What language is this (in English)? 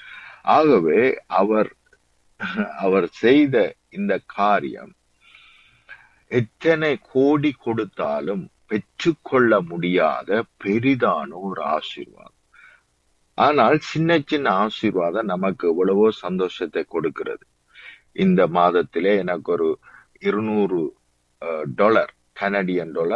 Tamil